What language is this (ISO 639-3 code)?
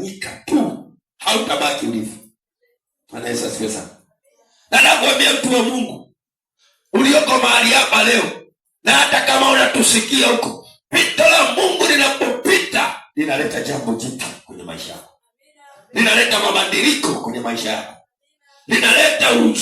swa